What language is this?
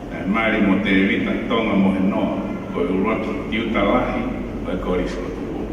Tongan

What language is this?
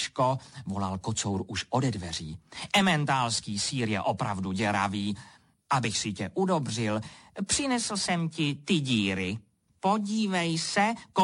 Czech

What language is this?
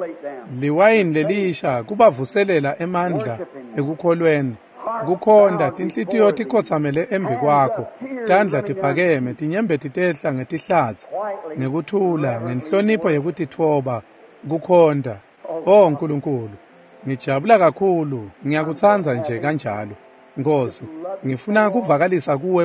Swati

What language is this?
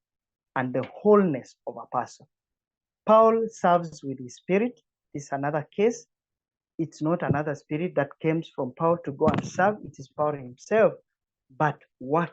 English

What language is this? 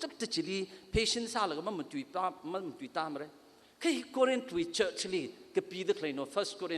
Tangkhul Naga (India)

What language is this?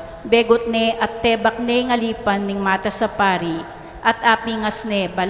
Pampanga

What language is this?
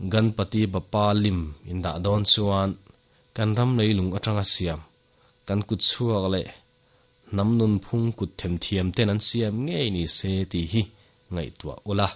Mizo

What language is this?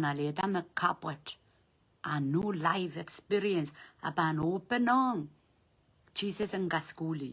Pohnpeian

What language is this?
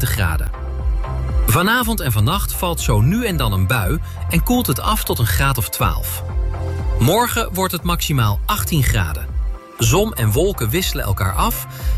Dutch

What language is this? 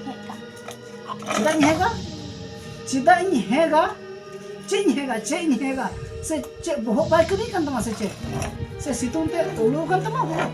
Santali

